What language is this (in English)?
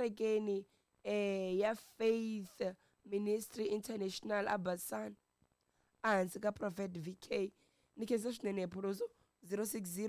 Tsonga